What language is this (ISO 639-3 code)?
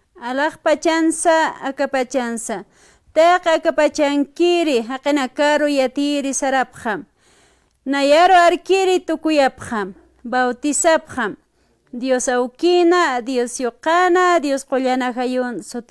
aym